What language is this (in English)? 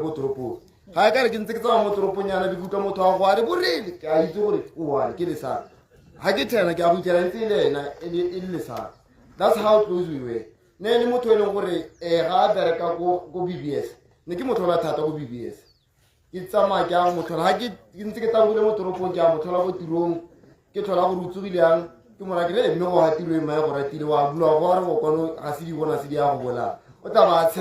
Tswana